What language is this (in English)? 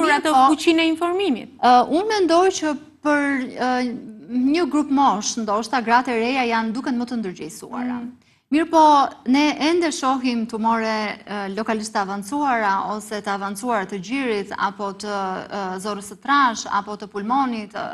Albanian